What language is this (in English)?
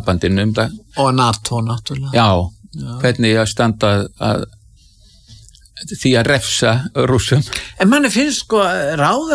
Icelandic